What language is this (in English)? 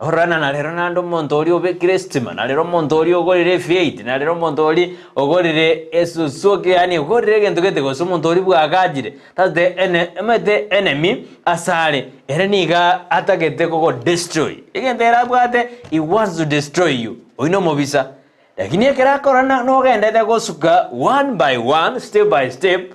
Gusii